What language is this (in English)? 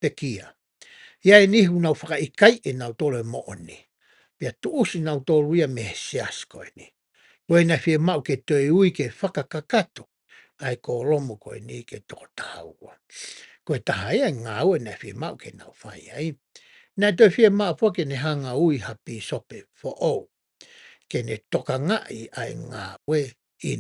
Tongan